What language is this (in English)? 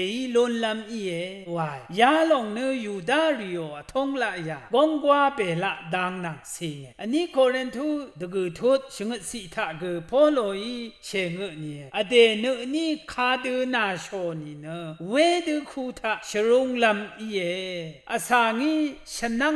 Rawang